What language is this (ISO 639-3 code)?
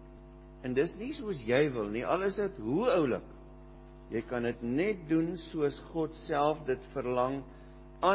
afr